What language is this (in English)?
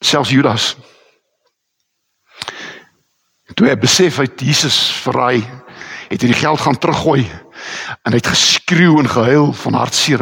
Afrikaans